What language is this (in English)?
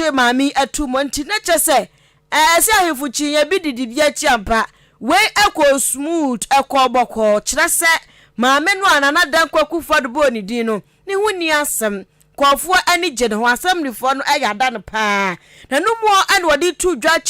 Akan